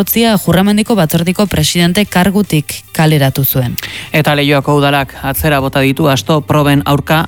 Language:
Basque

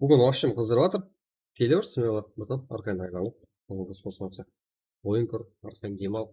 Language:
Kara-Kalpak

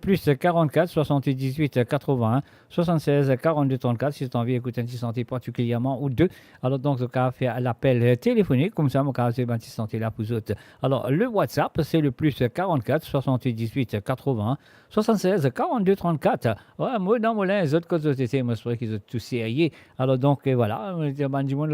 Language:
Morisyen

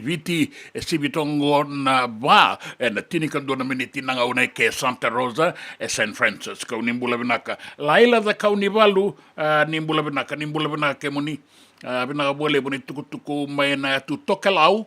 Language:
Fijian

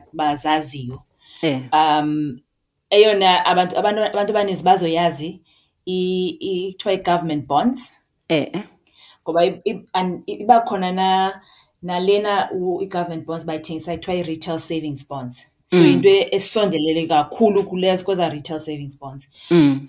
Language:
Xhosa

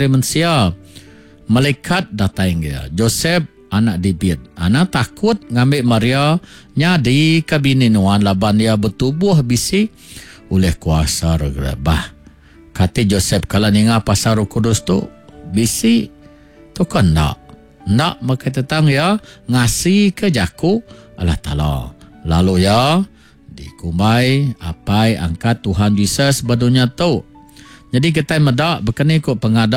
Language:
Iban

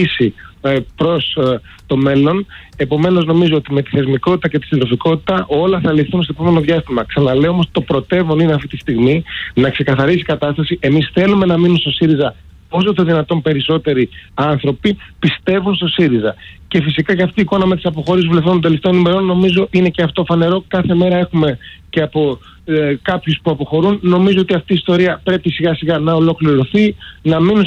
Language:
Greek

